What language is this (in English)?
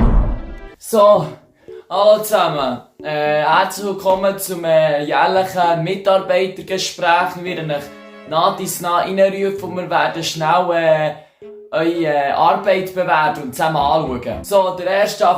Swiss German